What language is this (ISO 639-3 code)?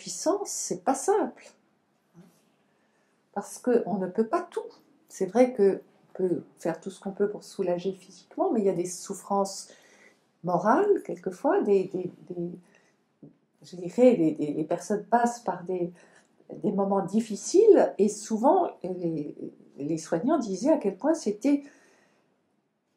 fra